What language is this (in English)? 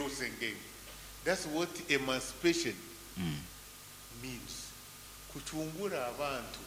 Nyoro